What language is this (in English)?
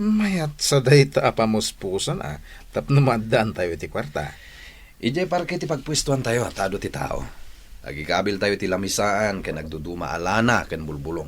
Iloko